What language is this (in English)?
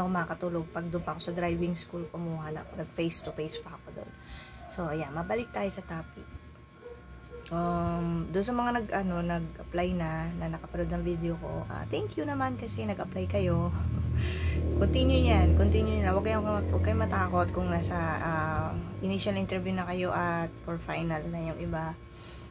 Filipino